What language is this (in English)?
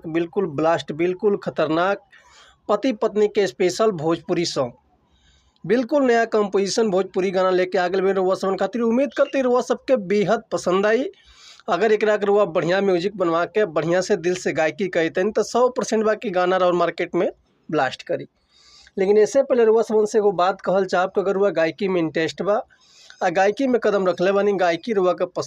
Bhojpuri